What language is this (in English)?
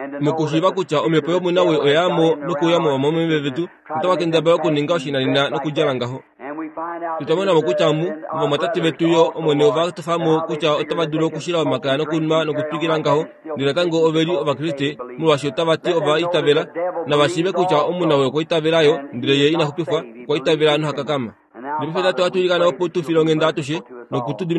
Kuanyama